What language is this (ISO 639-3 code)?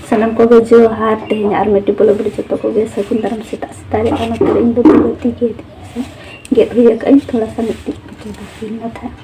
sat